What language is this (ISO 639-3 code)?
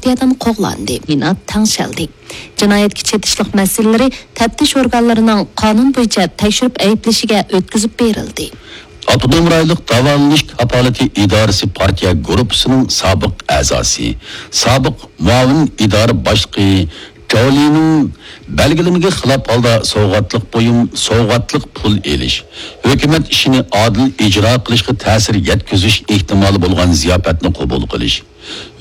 uig